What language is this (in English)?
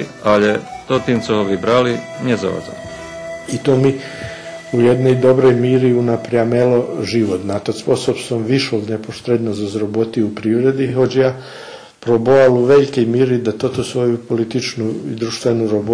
Rusyn